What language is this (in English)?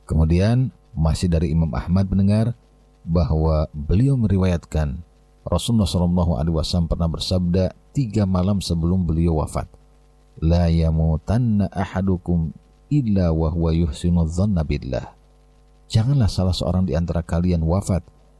Indonesian